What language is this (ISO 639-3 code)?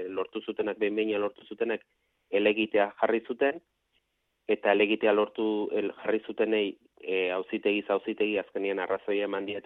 eus